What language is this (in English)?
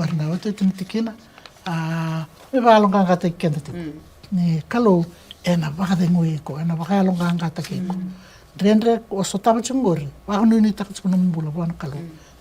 Fijian